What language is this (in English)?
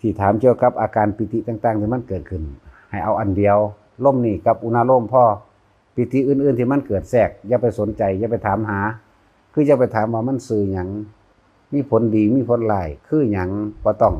Lao